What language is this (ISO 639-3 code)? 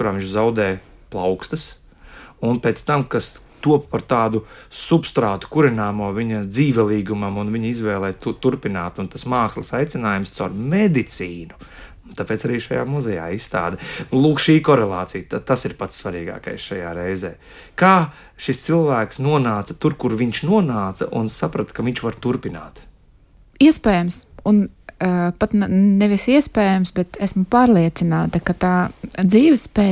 lav